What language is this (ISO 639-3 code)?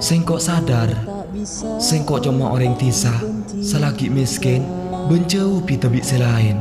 mad